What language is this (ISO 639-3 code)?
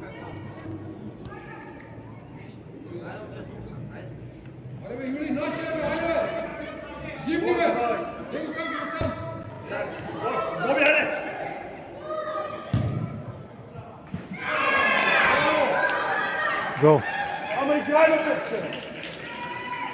bul